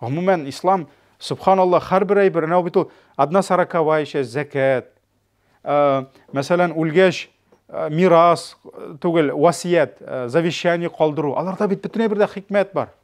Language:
Tatar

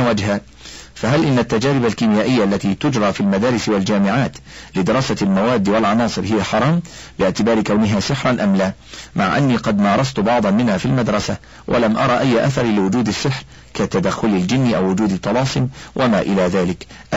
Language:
Arabic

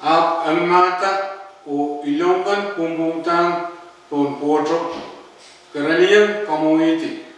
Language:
Pohnpeian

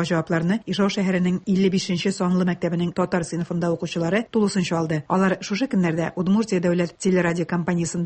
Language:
Tatar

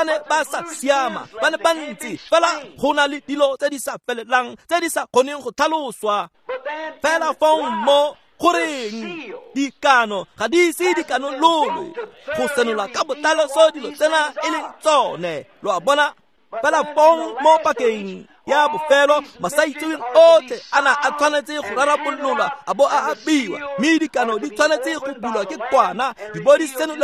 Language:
Tswana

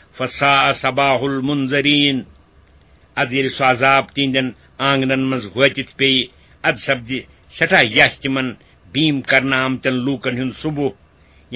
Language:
Kashmiri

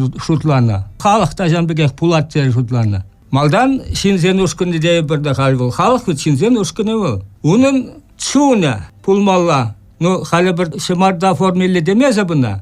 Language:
Chuvash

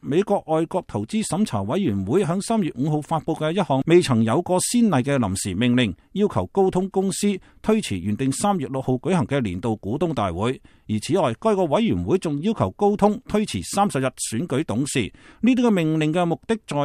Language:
Cantonese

